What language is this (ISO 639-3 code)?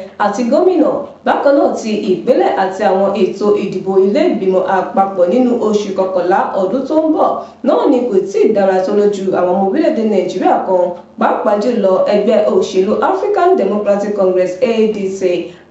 yor